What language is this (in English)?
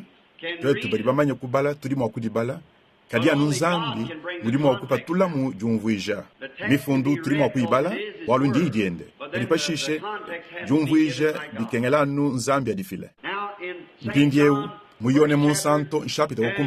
Luba-Lulua